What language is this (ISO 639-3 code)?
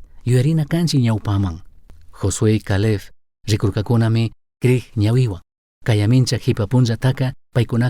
qug